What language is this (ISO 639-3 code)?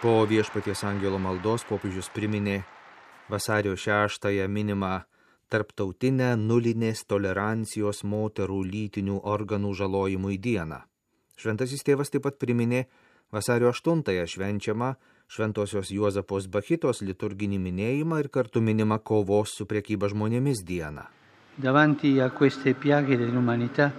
lit